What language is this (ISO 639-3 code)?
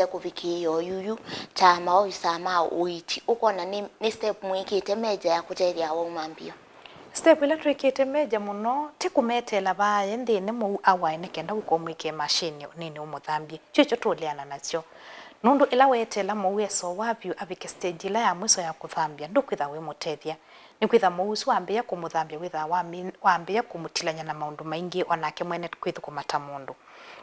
kam